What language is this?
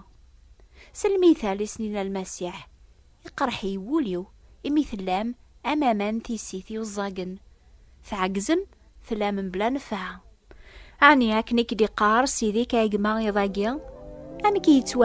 Kabyle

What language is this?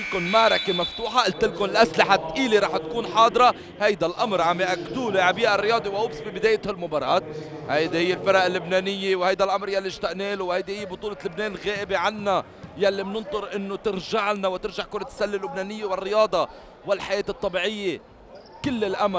North Levantine Arabic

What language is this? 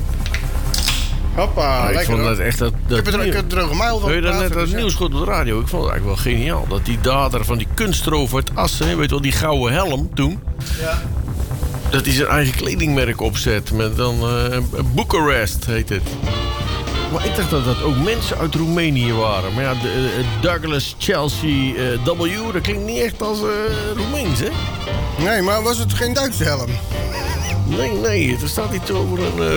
Dutch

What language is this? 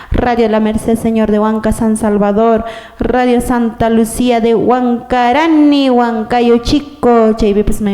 Quechua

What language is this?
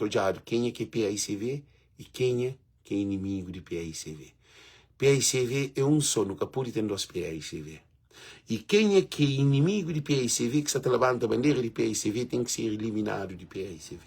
Kabuverdianu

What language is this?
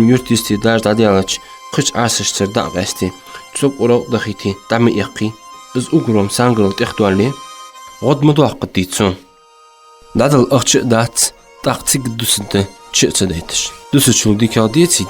Ingush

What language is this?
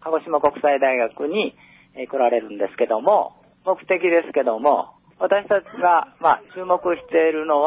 Uyghur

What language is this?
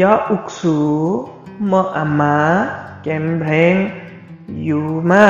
Limbu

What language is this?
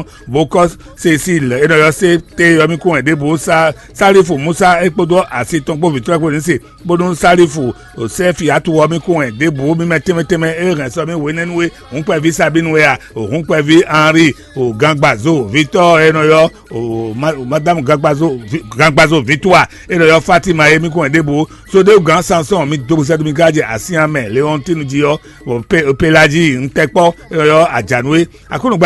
Fon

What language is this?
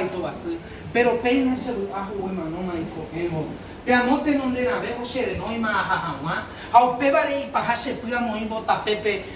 Guarani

